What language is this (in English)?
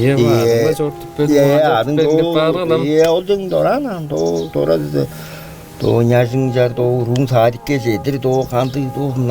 Tuvinian